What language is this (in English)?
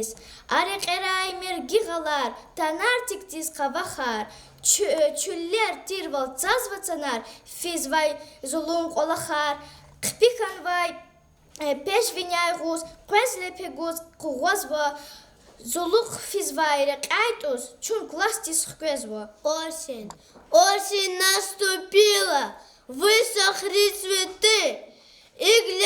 Lezghian